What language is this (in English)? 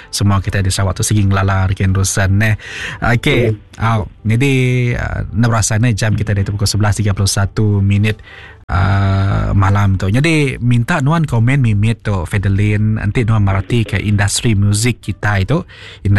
Iban